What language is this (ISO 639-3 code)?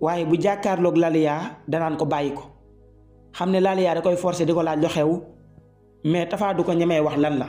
wol